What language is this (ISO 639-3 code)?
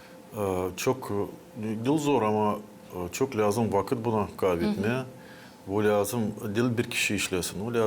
gag